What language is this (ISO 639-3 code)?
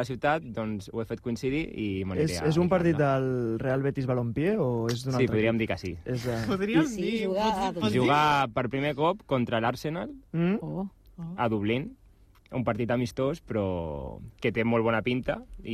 cat